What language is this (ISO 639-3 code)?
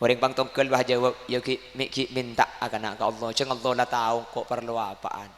mad